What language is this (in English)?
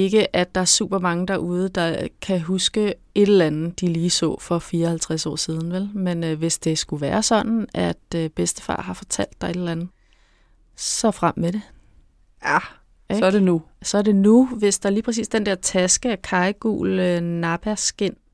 Danish